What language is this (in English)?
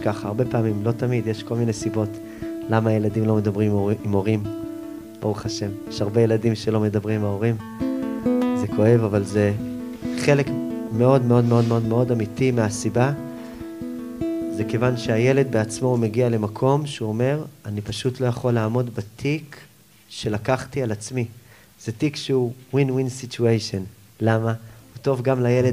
Hebrew